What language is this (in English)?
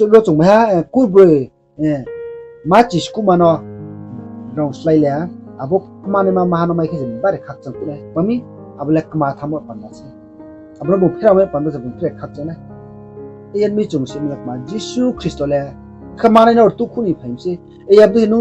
Riang (India)